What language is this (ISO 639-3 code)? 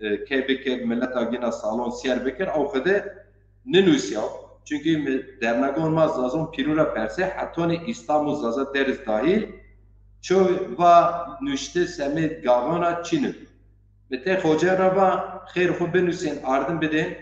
zza